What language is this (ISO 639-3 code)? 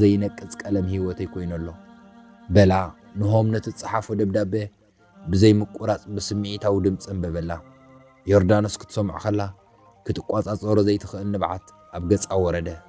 tir